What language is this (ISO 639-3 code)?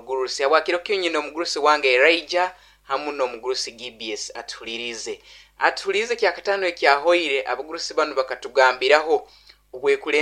nyo